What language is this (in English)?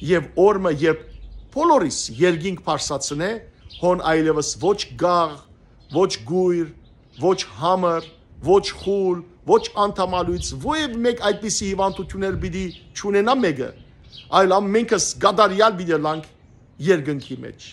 Western Armenian